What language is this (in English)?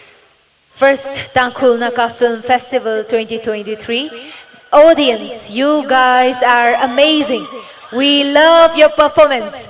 Tangkhul Naga (India)